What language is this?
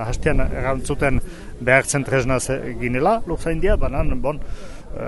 Basque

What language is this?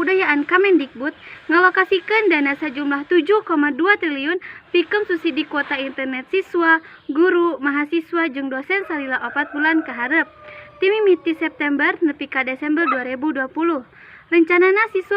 Sundanese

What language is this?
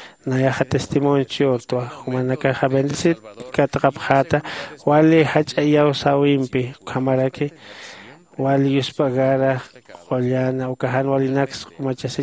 Aymara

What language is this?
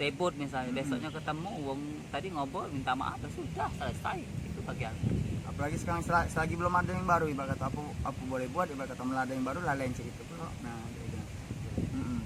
Musi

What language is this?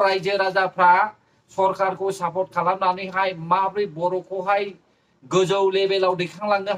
Bodo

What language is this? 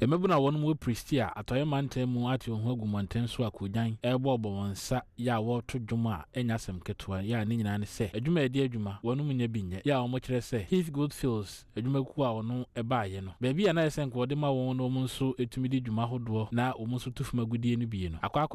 Akan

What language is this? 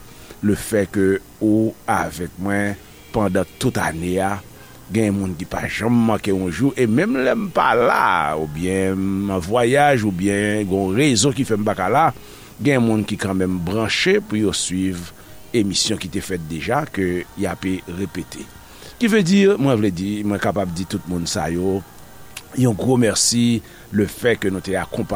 Haitian Creole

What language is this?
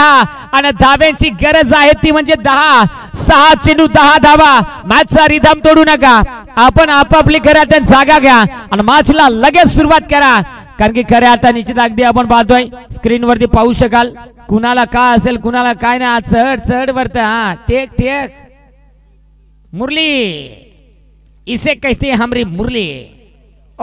Marathi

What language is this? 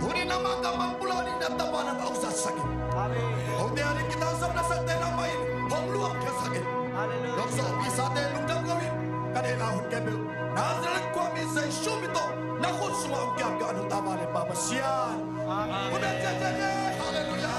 Tedim Chin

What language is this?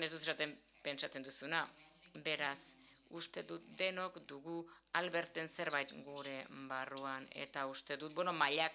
Basque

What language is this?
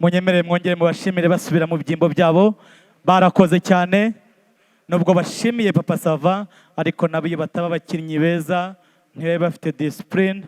Kinyarwanda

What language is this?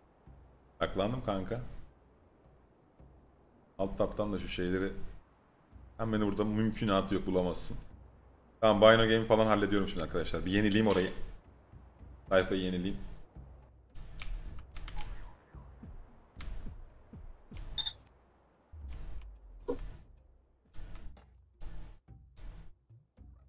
Turkish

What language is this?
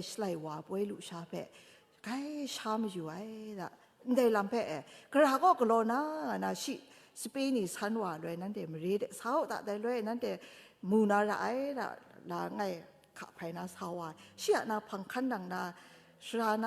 Kachin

